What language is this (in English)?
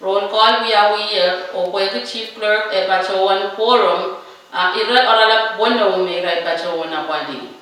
Pohnpeian